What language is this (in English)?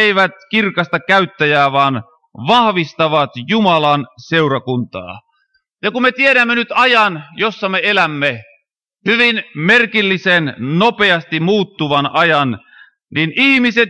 Finnish